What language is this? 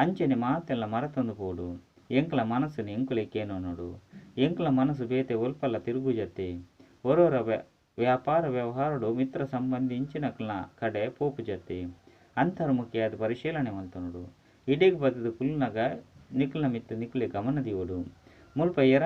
Tulu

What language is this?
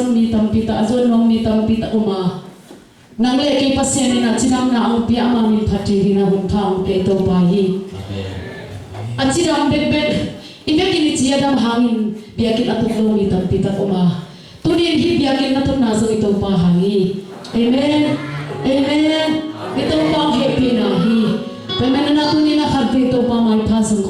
Tedim Chin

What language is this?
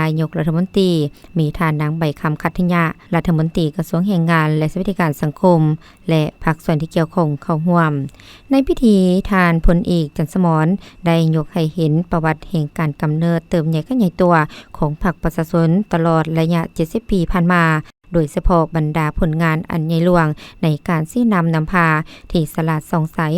Lao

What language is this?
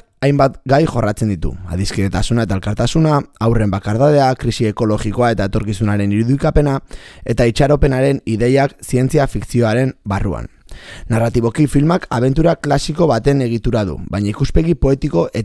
Basque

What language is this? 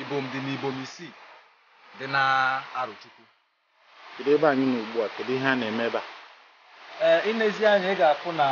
Igbo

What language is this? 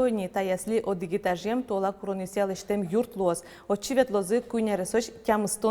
Udmurt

